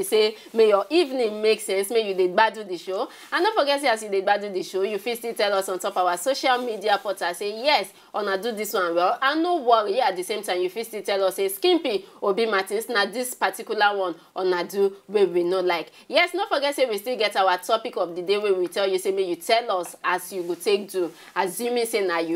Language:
Nigerian Pidgin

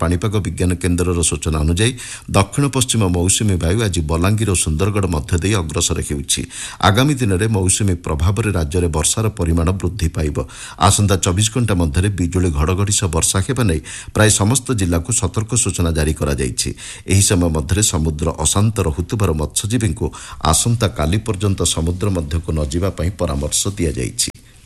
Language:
Odia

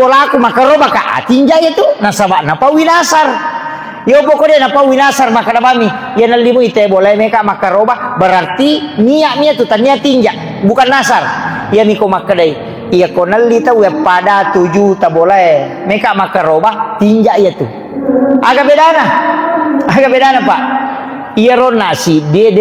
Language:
Buginese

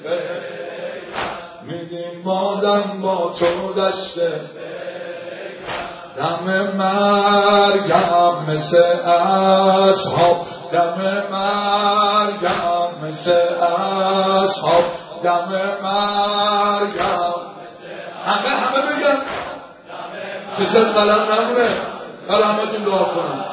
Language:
Persian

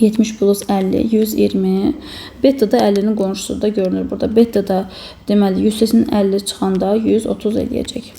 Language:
Azerbaijani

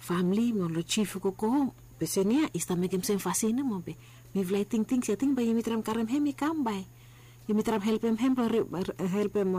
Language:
Bislama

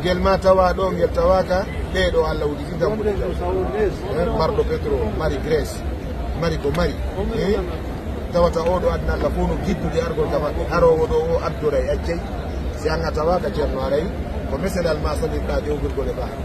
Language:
Fula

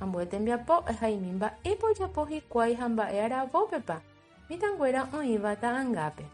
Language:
Guarani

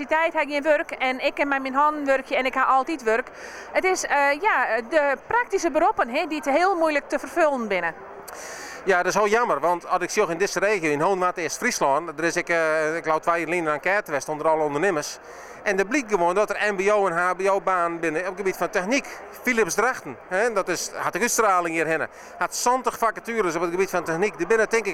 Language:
Western Frisian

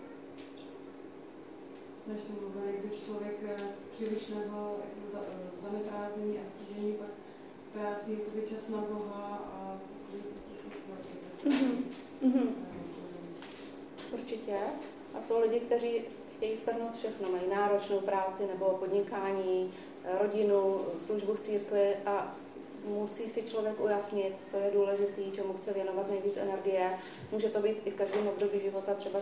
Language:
Czech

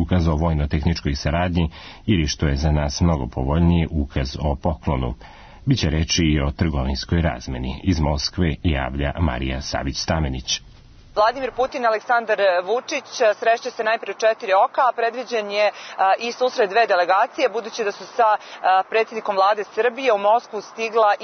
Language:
Serbian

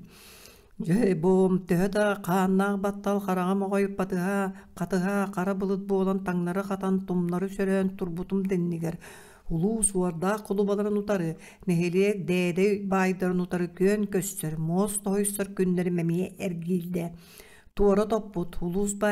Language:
Yakut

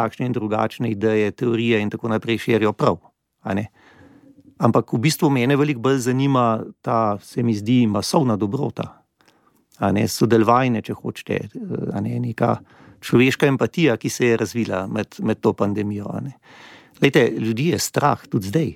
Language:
Slovenian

